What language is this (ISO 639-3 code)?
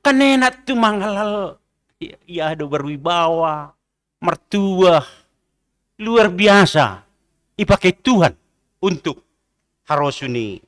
bts